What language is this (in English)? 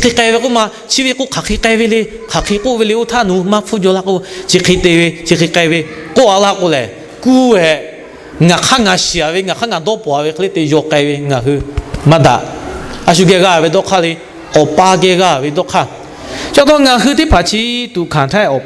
Lahu